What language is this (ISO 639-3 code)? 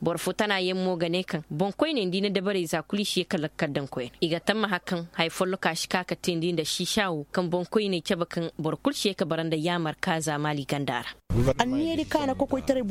ses